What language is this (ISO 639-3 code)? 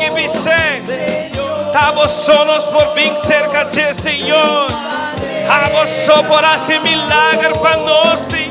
pap